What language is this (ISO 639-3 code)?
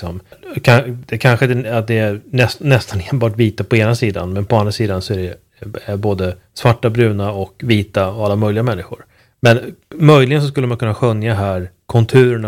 swe